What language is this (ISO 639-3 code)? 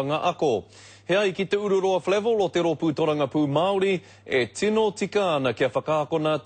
mri